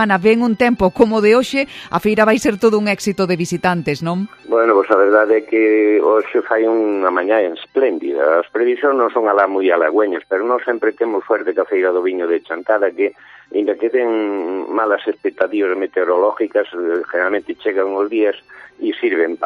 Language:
Galician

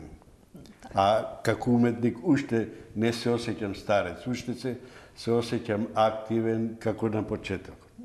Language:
Macedonian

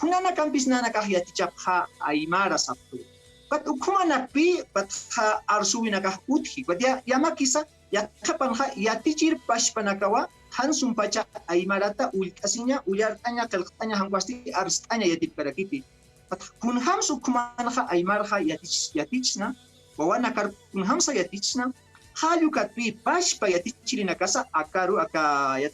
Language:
Aymara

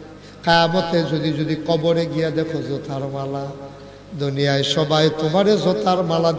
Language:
Bangla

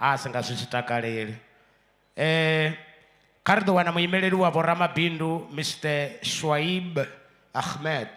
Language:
Venda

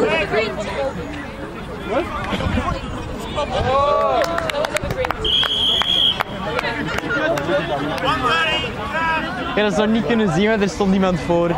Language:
Dutch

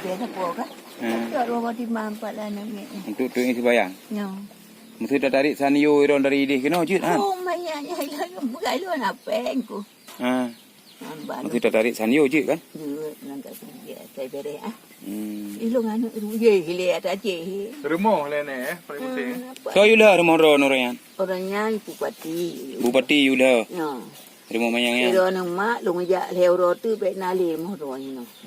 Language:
Achinese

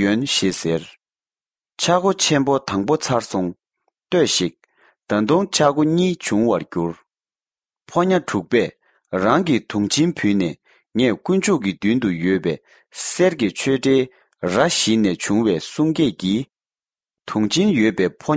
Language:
Tibetan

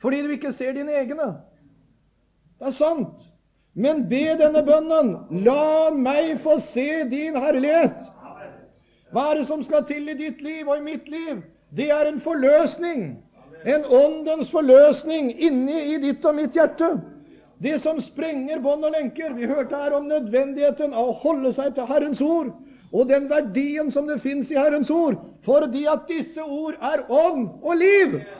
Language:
Norwegian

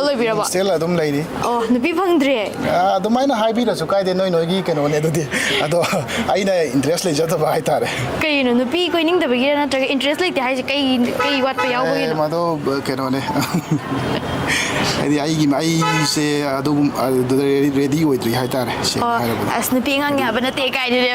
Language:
Manipuri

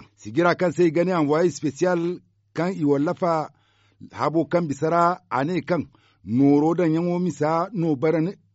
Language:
Zarma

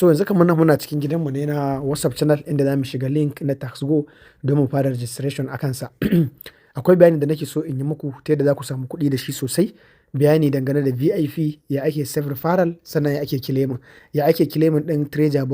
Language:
Hausa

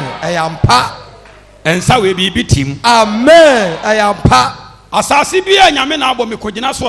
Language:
Akan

